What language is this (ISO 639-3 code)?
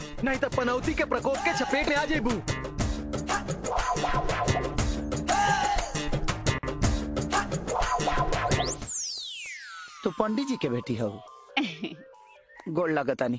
bho